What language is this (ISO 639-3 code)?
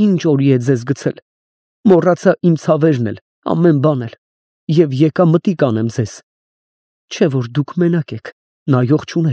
hye